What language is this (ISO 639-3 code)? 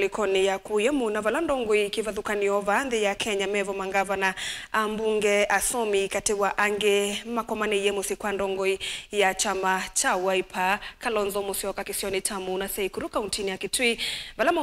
kam